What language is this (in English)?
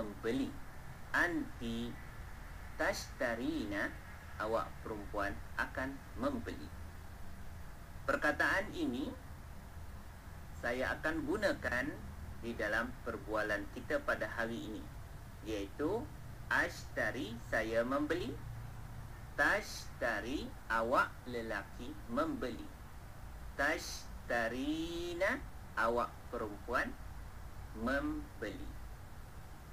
Malay